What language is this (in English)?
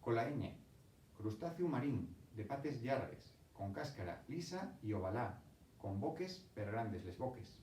Asturian